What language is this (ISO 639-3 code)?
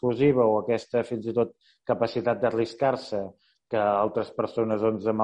cat